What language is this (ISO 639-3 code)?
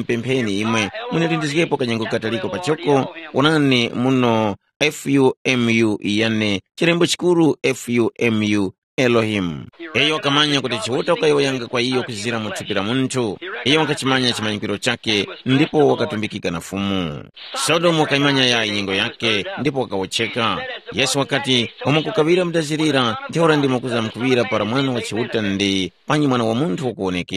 tum